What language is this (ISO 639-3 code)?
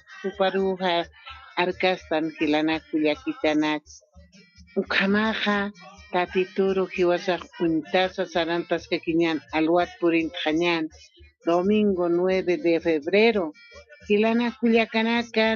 aym